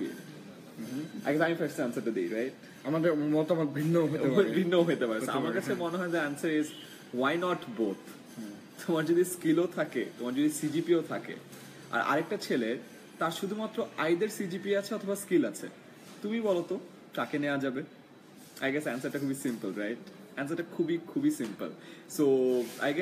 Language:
Bangla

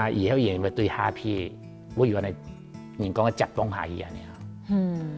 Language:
Hakka Chinese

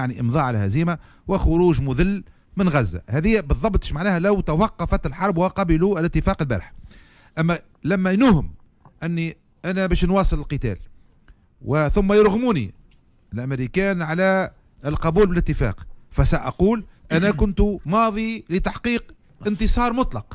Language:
Tunisian Arabic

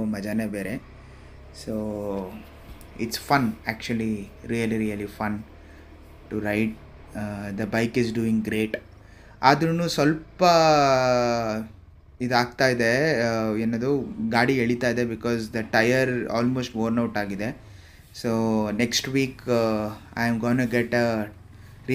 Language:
Kannada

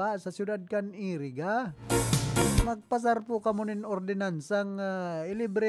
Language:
Bikol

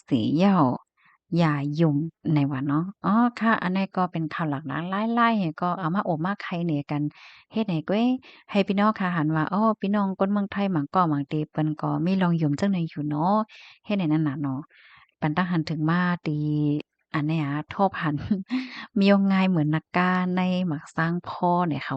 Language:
Shan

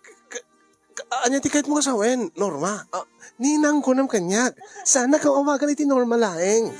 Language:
Iloko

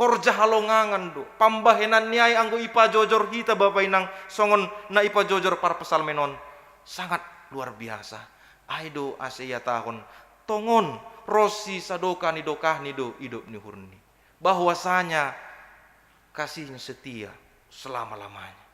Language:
Batak Simalungun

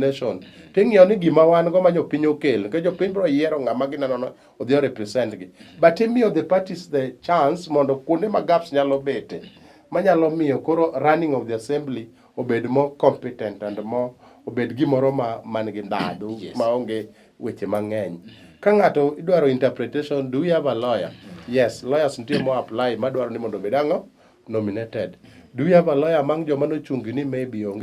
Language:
Luo (Kenya and Tanzania)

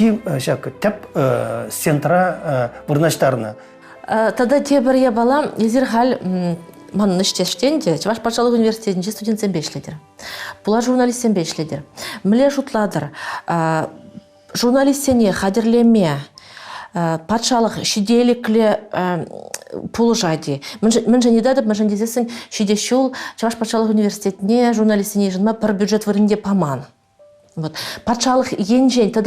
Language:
Chuvash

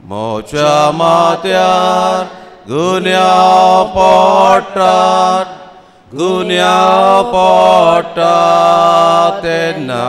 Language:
Konkani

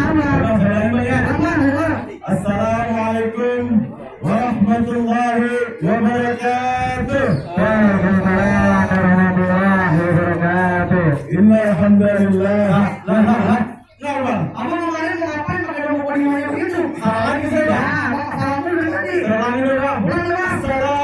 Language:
Betawi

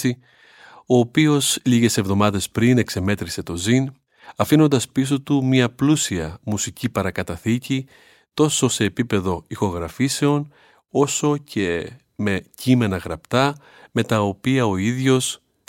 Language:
Greek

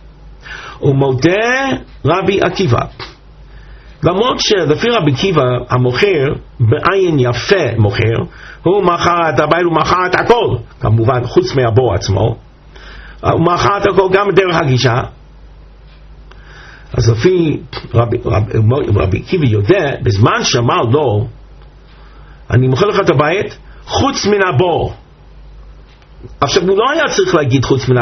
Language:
Hebrew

